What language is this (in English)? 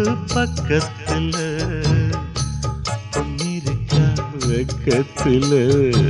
Tamil